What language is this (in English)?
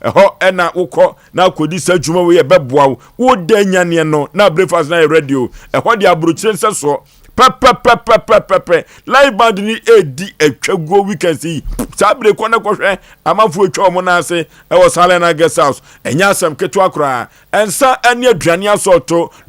Akan